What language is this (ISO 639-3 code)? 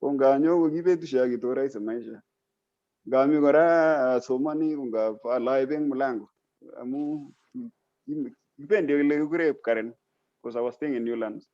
kln